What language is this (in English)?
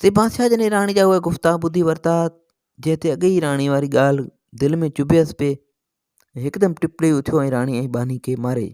Sindhi